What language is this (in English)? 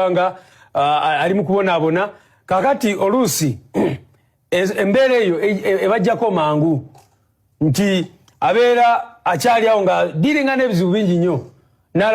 Ganda